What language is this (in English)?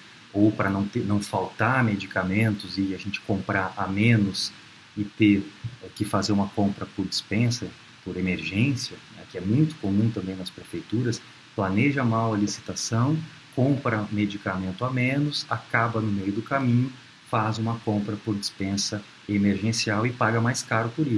Portuguese